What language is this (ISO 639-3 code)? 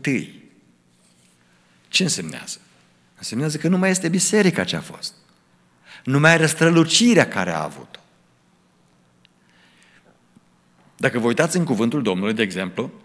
ron